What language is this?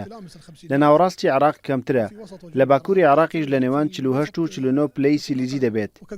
Central Kurdish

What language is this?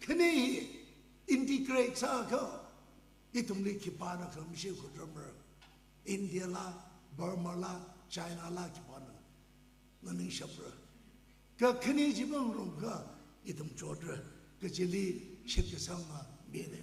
Tangkhul Naga (India)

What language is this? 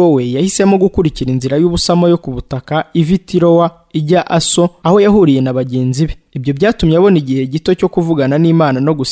Kinyarwanda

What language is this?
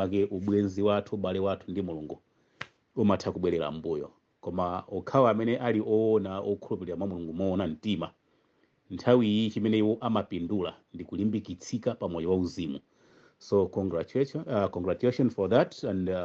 Nyanja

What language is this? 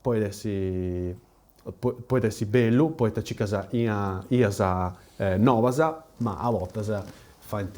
Sardinian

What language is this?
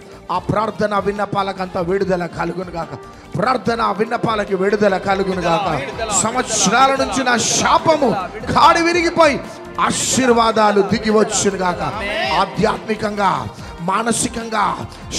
Telugu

